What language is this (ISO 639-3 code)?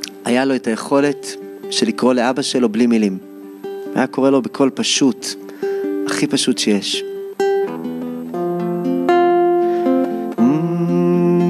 heb